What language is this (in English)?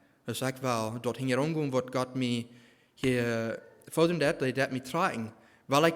Plautdietsch